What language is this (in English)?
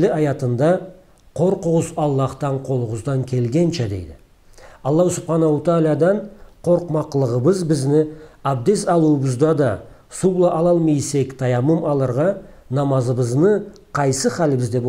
Karachay-Balkar